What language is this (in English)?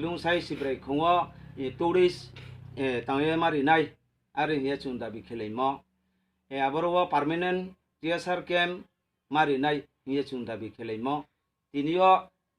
Riang (India)